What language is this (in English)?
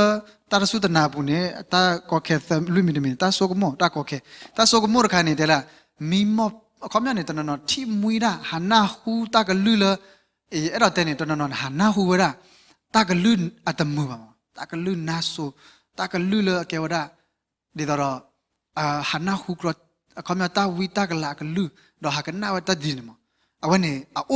S'gaw Karen